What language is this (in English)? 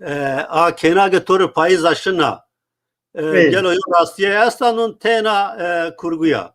Zaza